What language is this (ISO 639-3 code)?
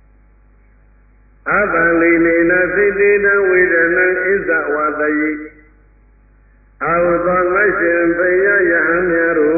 mya